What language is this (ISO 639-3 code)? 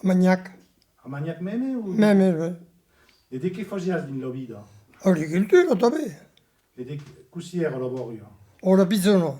oci